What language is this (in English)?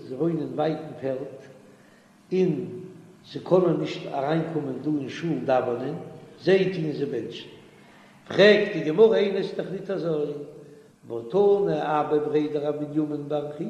Yiddish